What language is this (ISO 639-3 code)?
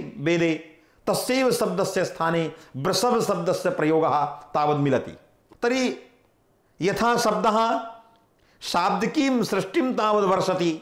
san